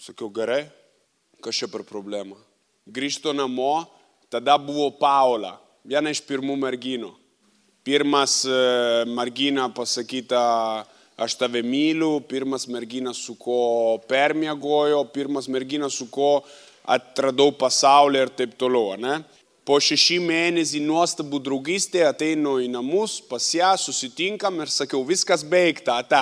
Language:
Lithuanian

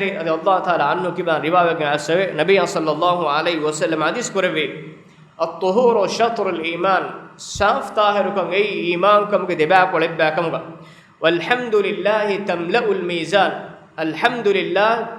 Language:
Divehi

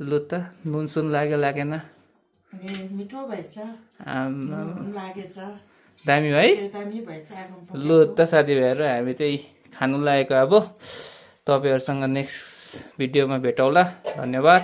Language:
Nepali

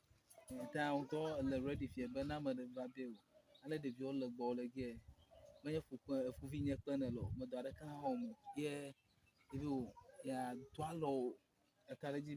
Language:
Ewe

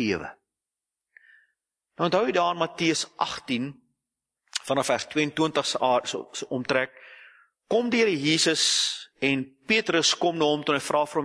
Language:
Afrikaans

